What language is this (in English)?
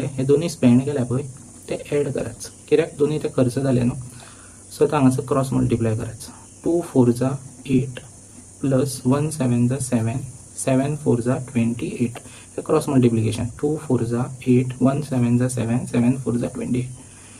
Konkani